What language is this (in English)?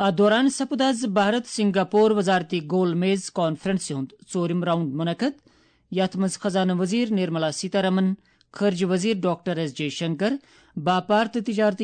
Kashmiri